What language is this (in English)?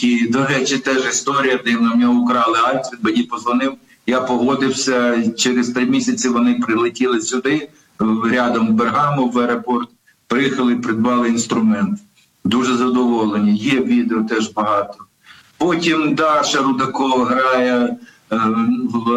Ukrainian